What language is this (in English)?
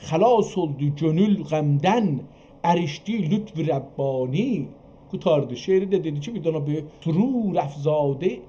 South Azerbaijani